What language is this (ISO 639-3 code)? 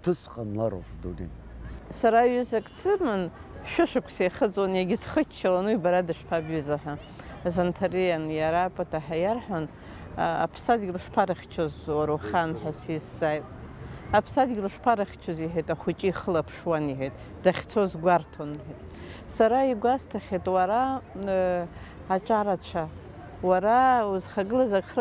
abk